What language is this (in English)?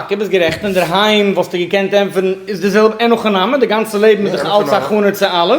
Yiddish